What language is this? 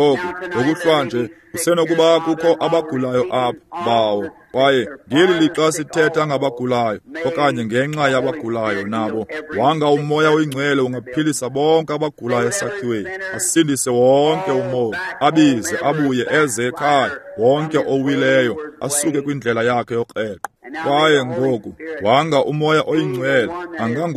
Xhosa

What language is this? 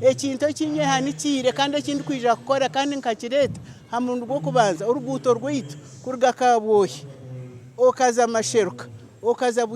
Nyankole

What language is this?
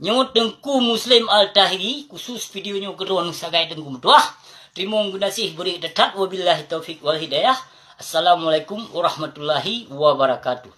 Achinese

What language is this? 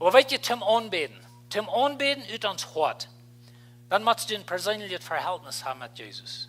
Plautdietsch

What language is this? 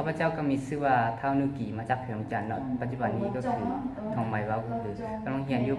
Lao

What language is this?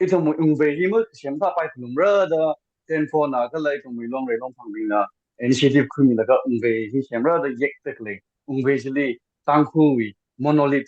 Tangkhul Naga (India)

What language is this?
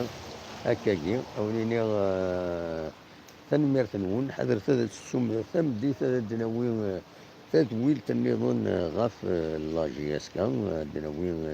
Kabyle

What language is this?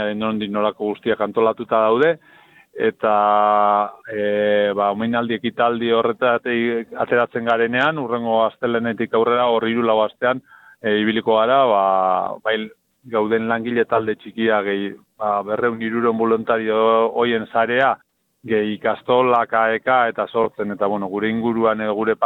Basque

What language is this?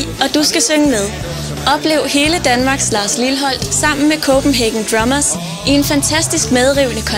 Danish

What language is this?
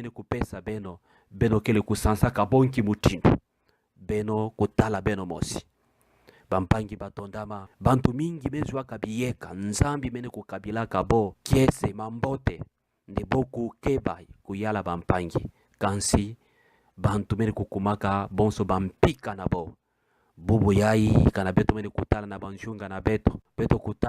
Kituba (Democratic Republic of Congo)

